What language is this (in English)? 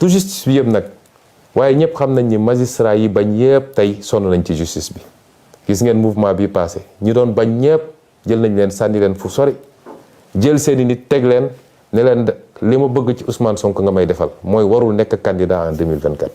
Wolof